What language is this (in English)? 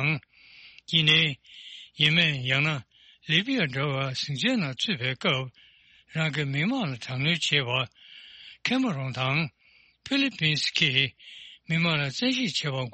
Tibetan